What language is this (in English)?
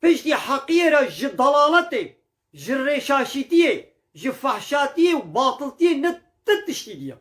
Kurdish